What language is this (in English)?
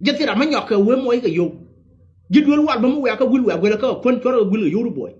Nuer